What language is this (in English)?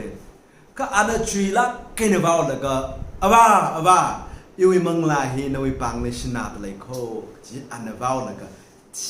Tangkhul Naga (India)